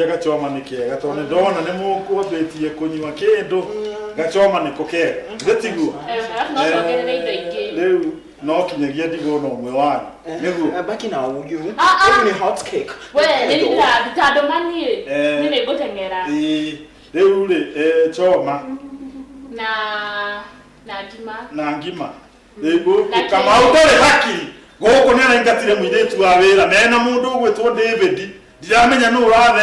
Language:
Kikuyu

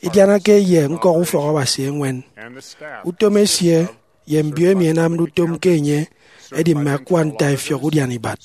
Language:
Efik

